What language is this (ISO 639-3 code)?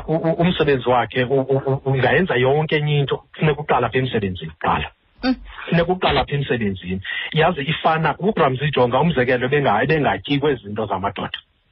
xho